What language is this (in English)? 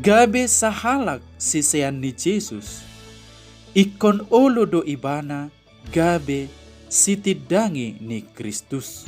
Batak Toba